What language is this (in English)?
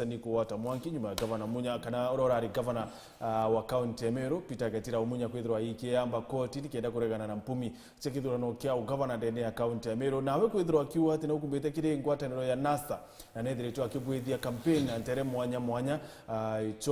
Meru